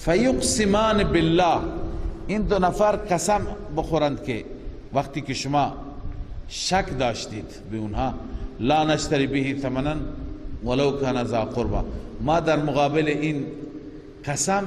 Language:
Persian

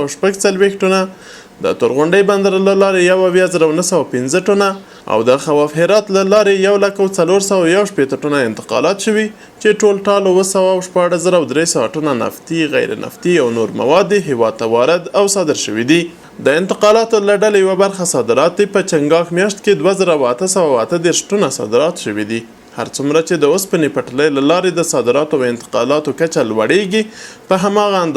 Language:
Pashto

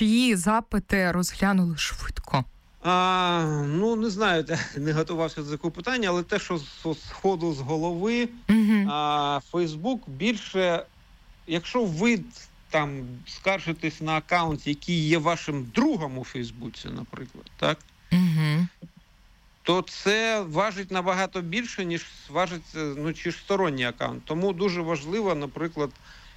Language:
Ukrainian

